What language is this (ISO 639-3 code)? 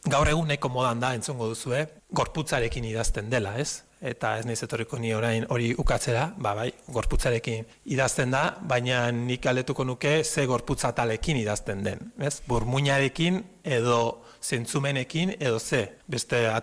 eus